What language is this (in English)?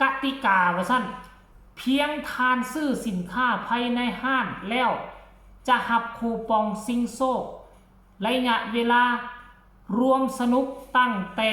Northeastern Thai